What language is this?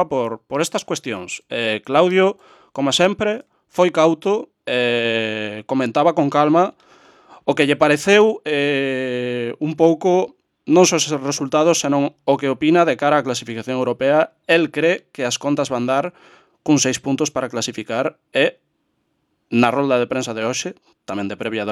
Galician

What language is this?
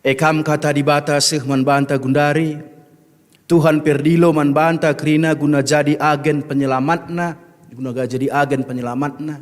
Batak Karo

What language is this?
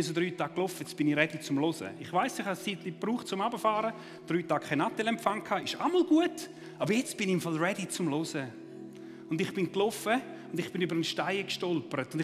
Swiss German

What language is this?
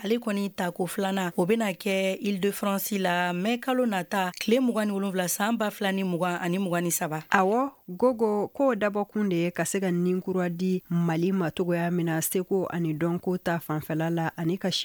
Bambara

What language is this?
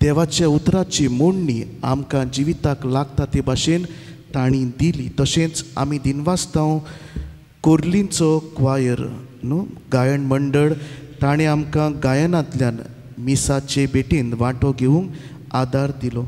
Konkani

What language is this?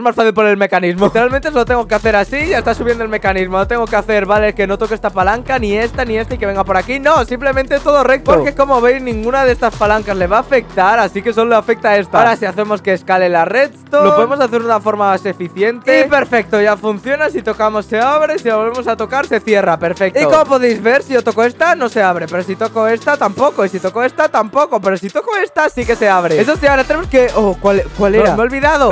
Spanish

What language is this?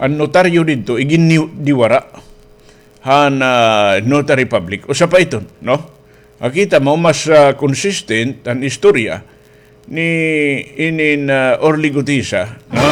Waray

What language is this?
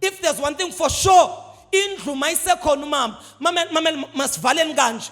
Zulu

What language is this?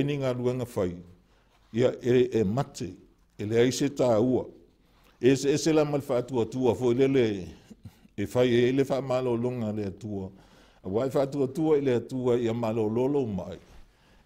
Samoan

